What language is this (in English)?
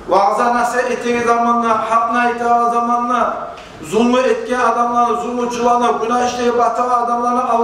Kumyk